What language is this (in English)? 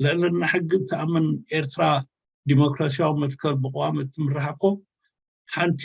Tigrinya